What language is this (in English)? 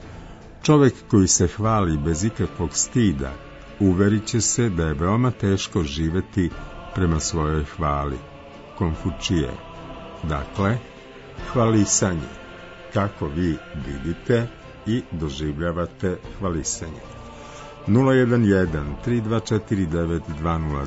Serbian